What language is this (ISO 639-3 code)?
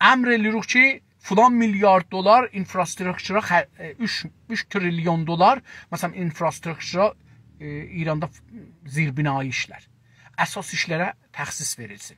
azb